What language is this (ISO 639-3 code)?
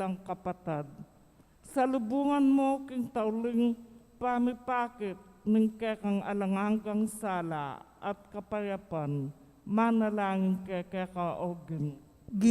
pam